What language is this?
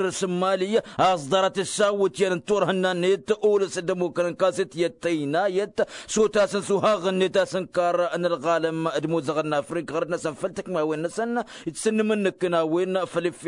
Tamasheq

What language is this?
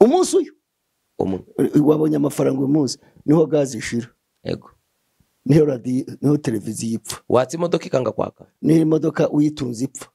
Kinyarwanda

